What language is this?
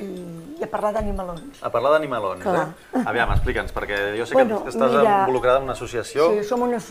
Catalan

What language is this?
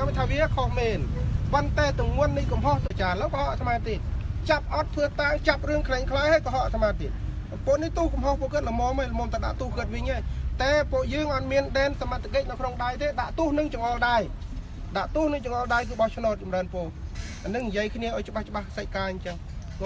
Khmer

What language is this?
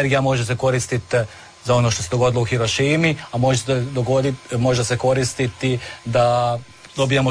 Croatian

